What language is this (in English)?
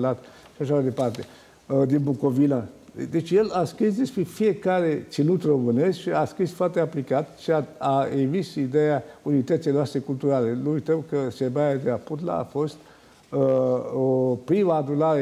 Romanian